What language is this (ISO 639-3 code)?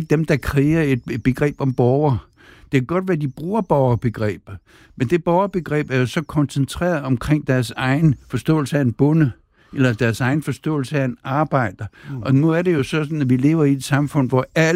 dan